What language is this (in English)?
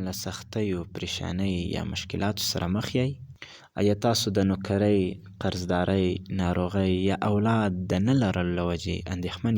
Pashto